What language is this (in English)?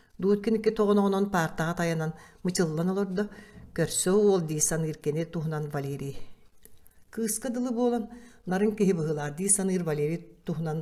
Yakut